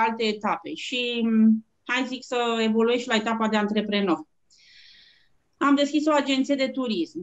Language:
Romanian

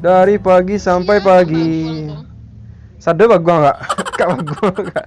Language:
Minangkabau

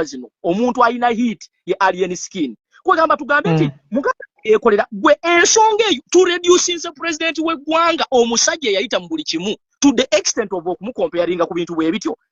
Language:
Ganda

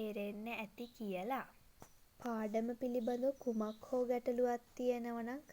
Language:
Sinhala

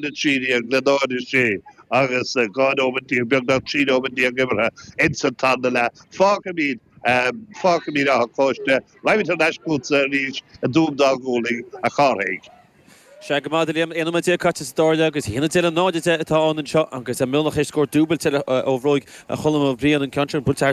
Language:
Irish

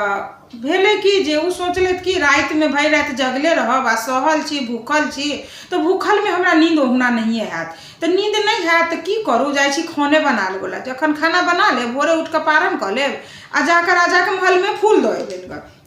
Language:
Maithili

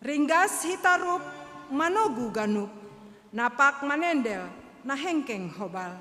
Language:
Batak Simalungun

